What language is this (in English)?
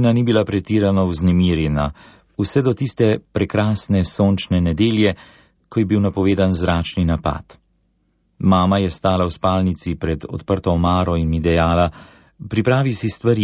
Slovenian